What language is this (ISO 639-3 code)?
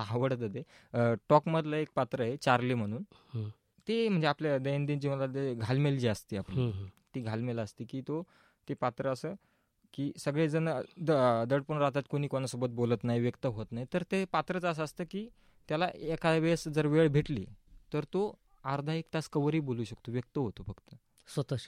mar